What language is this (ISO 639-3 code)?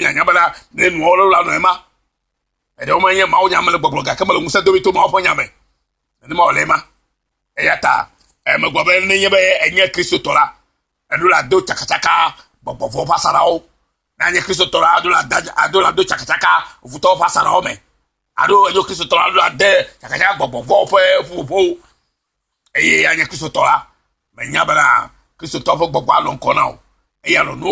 ewe